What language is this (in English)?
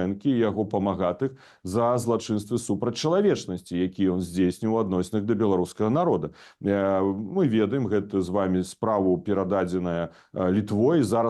Belarusian